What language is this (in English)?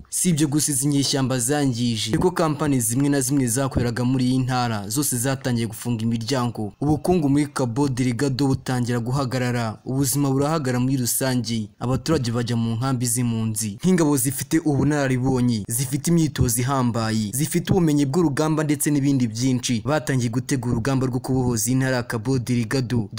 Kinyarwanda